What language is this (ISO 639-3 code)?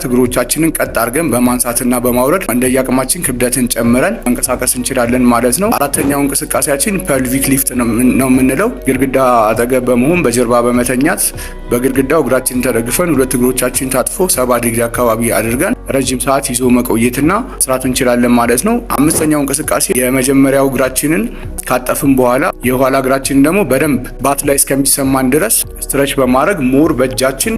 amh